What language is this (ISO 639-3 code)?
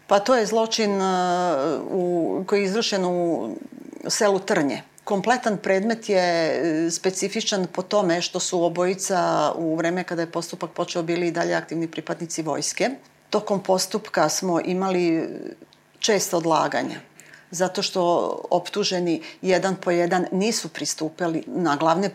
srp